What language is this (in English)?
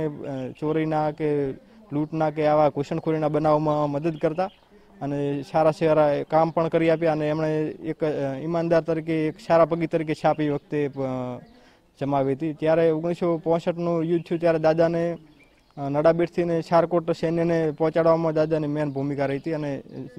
Gujarati